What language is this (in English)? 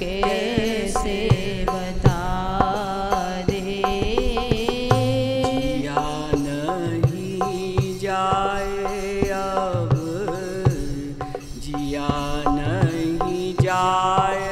Hindi